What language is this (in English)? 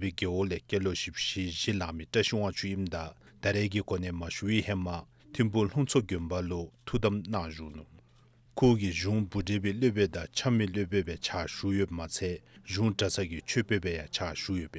Dzongkha